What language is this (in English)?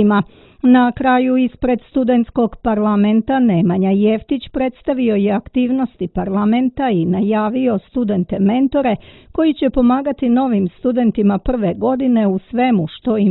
Serbian